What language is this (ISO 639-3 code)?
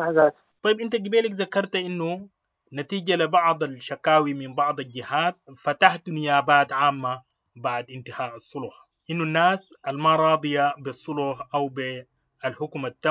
apd